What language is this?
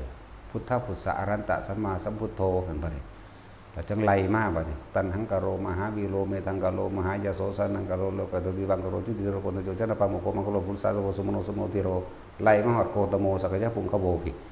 Northeastern Thai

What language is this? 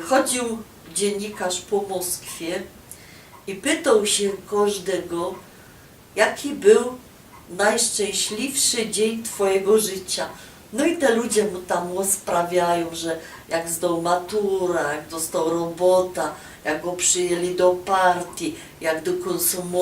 Silesian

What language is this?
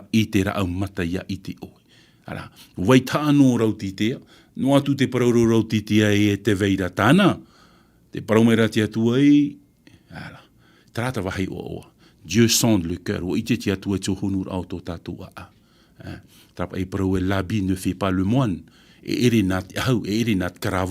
Tahitian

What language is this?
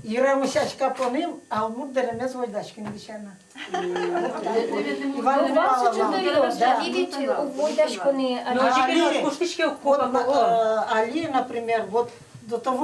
Udmurt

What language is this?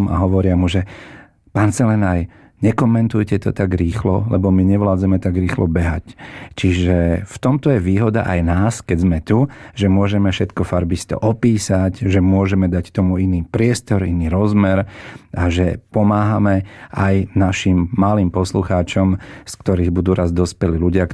Slovak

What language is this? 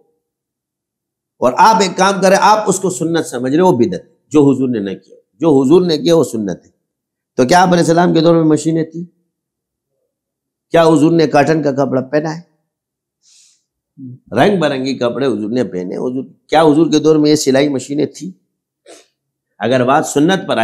Urdu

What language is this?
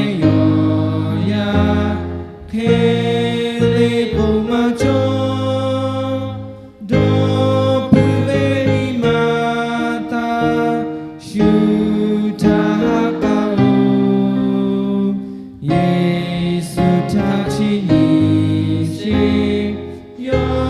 Lahu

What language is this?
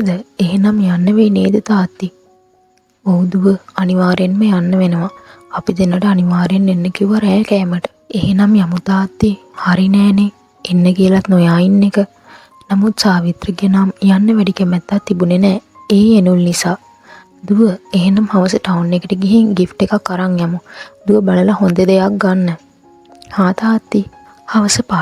Sinhala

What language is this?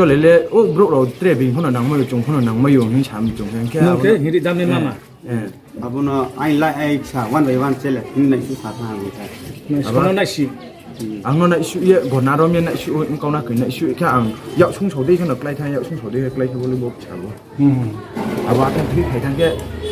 Riang (India)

